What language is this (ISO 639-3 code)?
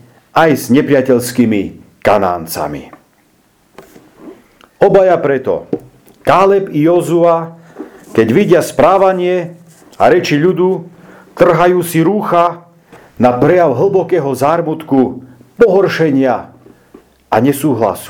slk